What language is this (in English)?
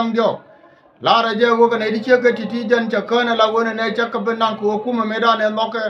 Nuer